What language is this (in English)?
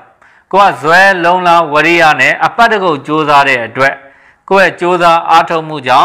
Burmese